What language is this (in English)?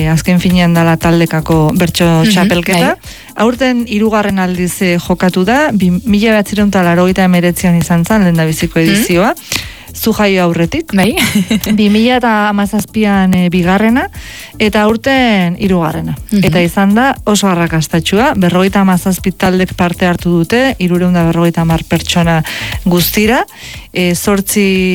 Basque